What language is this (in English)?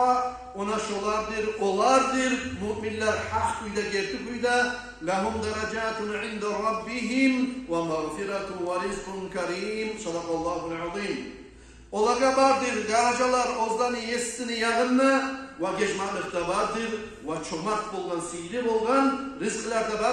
Kumyk